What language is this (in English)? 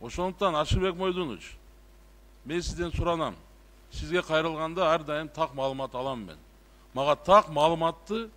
Kyrgyz